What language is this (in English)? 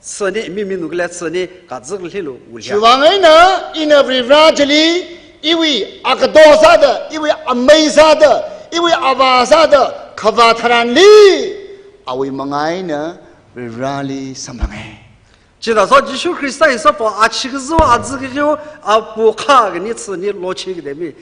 Tangkhul Naga (India)